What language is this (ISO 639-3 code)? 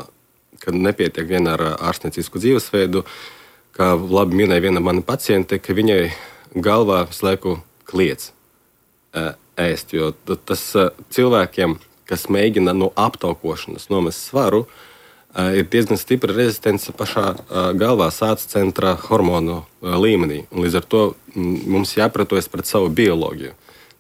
lav